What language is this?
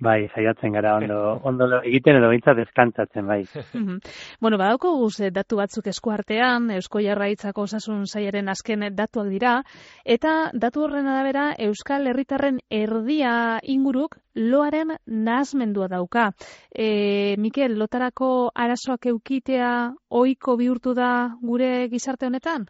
Basque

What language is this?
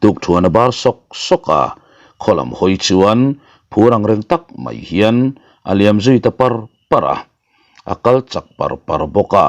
Mizo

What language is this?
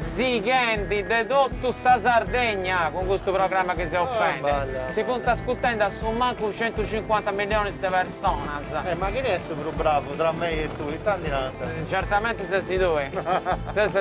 Sardinian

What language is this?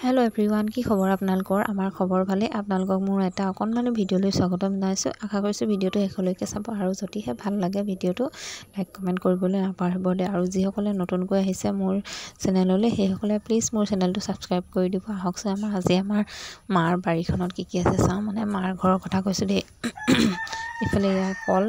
Assamese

